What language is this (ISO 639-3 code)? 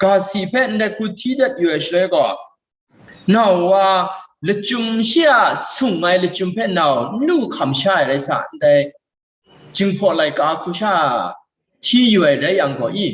kac